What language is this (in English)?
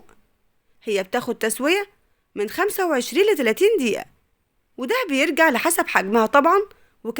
Egyptian Arabic